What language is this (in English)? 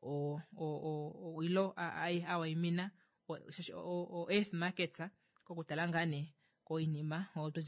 Kuanyama